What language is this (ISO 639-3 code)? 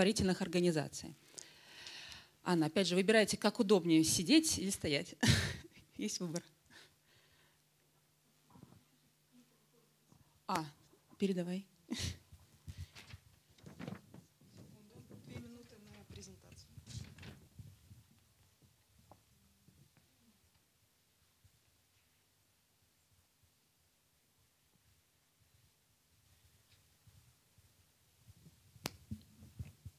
rus